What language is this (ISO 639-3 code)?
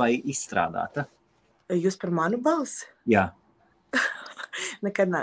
lav